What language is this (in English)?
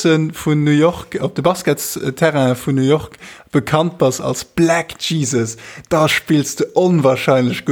Luxembourgish